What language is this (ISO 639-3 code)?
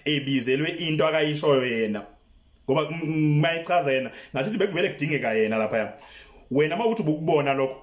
zul